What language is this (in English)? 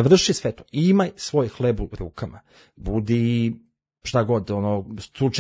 Serbian